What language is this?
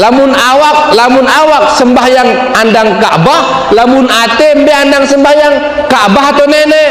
Sasak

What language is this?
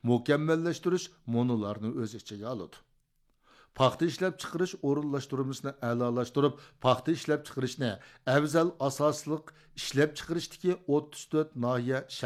Uyghur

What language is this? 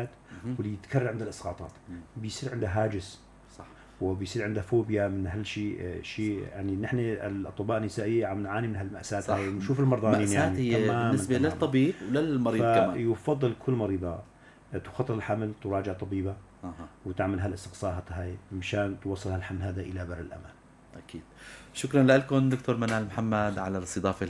North Levantine Arabic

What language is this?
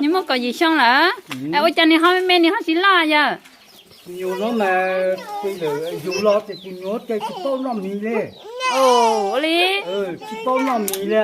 Hmong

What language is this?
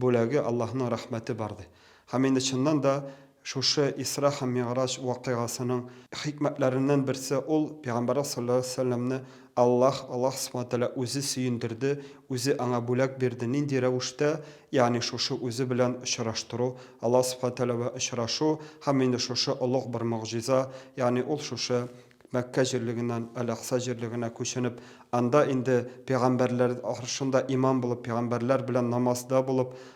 Tatar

